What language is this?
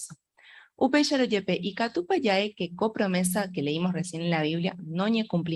Guarani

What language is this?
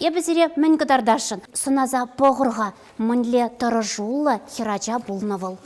Chuvash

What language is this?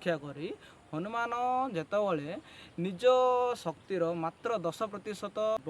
Odia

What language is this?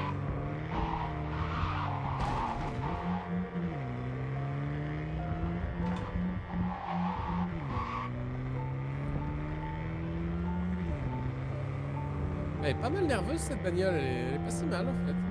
French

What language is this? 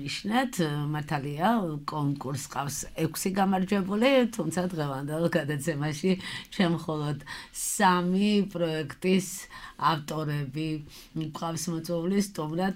Georgian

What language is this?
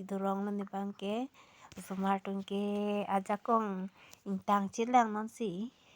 Karbi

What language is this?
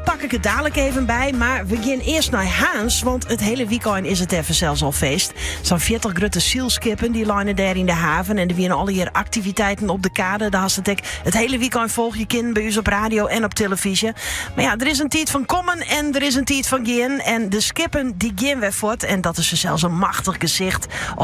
Western Frisian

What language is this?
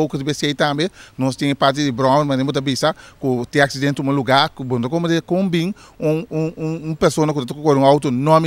Papiamento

